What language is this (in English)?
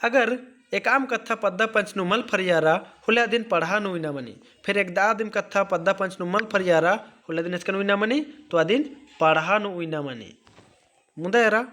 Kurukh